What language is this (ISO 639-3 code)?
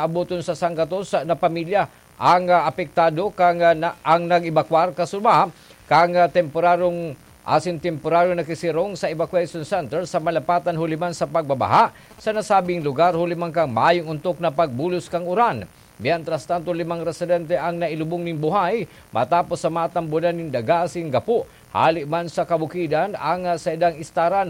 bik